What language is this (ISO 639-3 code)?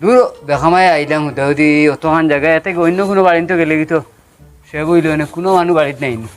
syl